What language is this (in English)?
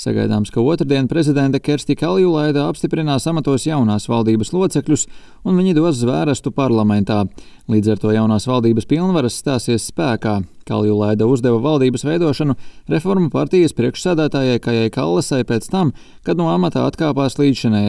Latvian